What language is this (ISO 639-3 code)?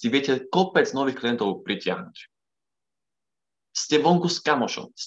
slk